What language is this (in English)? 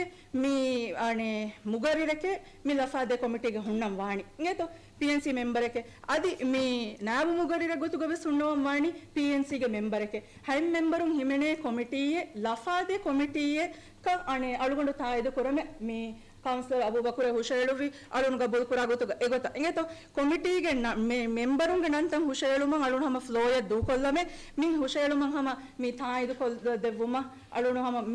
Divehi